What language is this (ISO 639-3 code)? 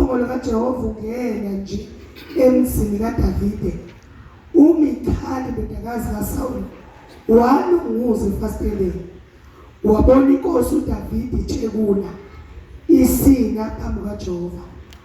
zul